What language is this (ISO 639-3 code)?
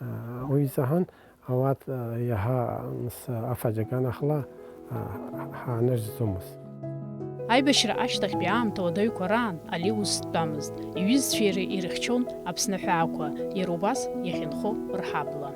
abk